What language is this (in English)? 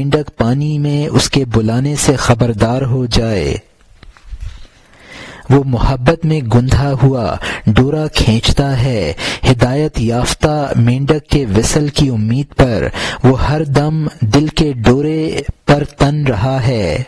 Urdu